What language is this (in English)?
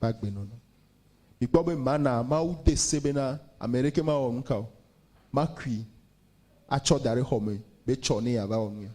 Ewe